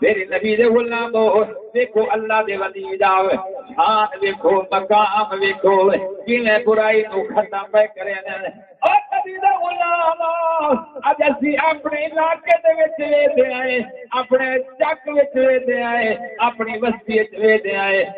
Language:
Saraiki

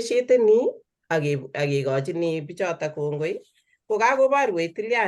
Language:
Kalenjin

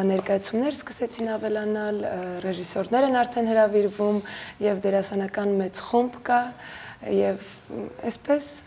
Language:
Armenian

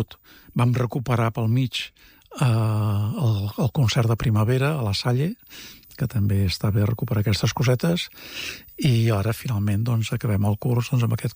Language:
Catalan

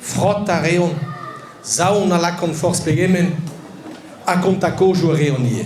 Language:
Breton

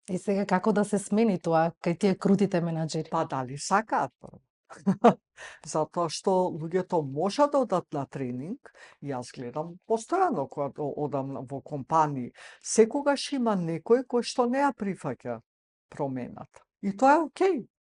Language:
Macedonian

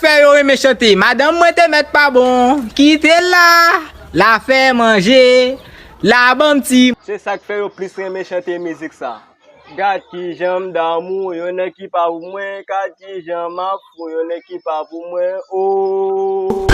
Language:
Haitian Creole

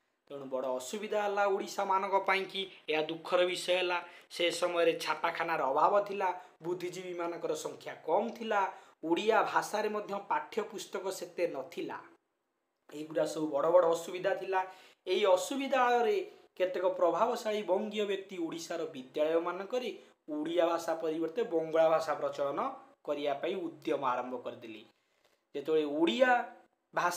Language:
Odia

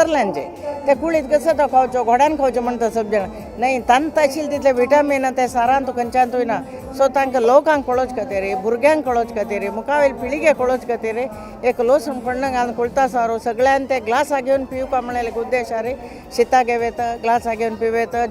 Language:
Konkani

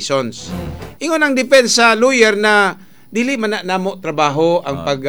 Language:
Cebuano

